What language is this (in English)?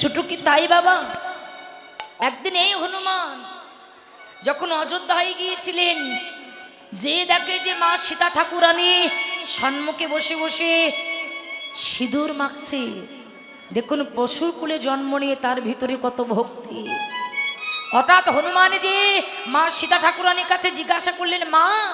Bangla